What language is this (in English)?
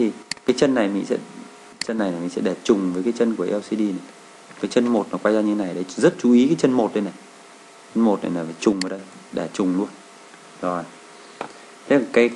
Vietnamese